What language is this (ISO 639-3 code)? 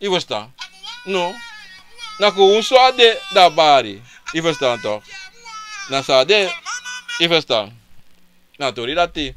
srn